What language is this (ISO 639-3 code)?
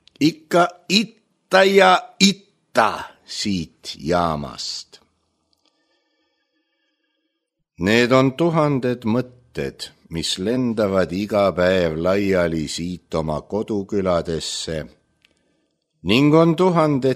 est